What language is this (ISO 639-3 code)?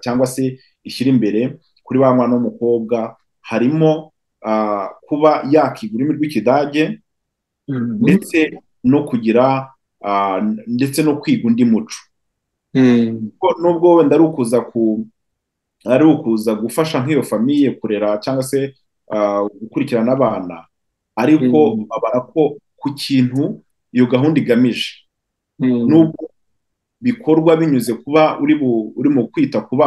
kin